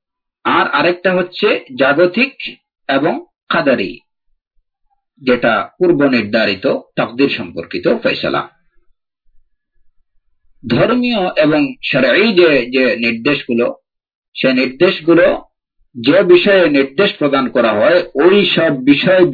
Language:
Bangla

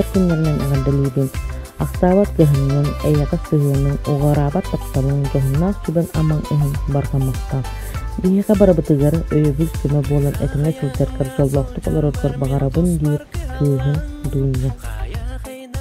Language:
Yakut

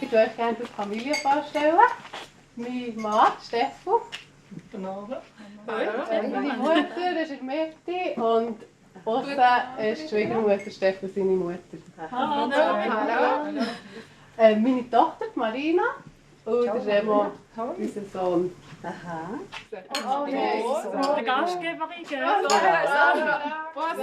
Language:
Swiss German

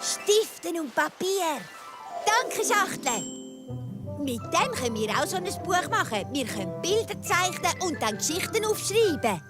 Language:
Swiss German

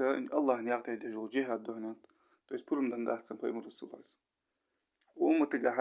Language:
Ingush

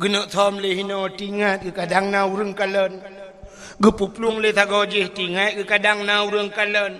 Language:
Achinese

